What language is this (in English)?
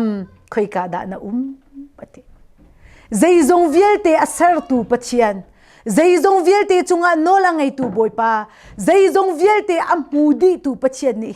Hakha Chin